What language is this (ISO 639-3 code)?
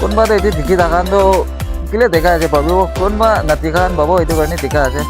nag